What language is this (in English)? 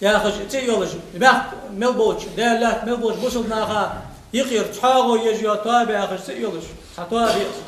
Ingush